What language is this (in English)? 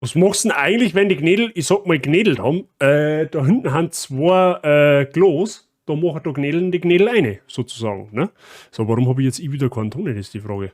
Bavarian